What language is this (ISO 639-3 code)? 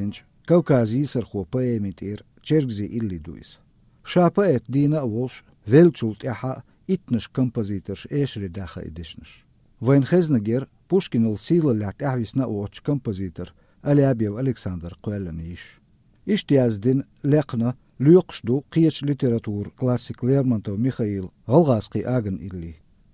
che